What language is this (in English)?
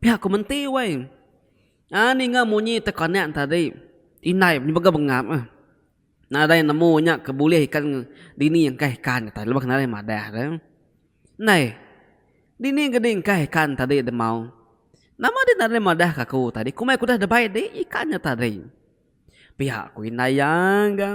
Iban